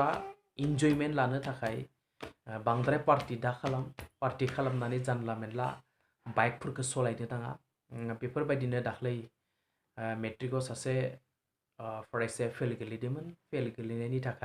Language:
Bodo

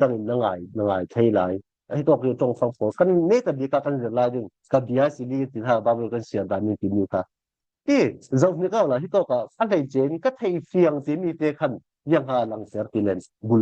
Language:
Falam Chin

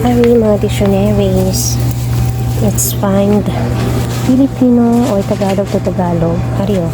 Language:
Hiligaynon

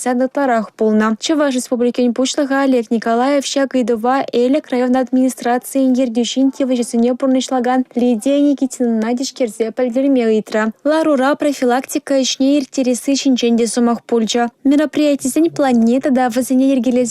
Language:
Chuvash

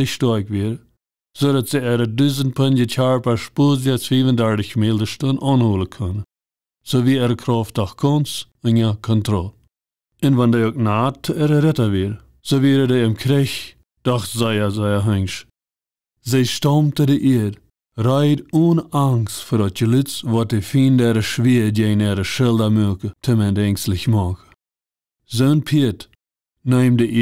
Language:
Plautdietsch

